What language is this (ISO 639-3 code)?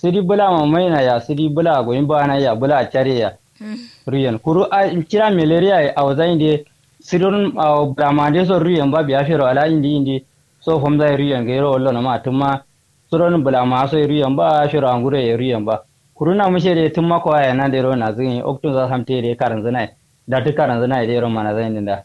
kau